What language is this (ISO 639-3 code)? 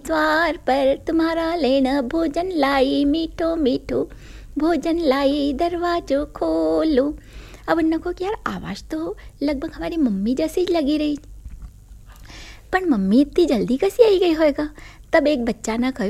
hin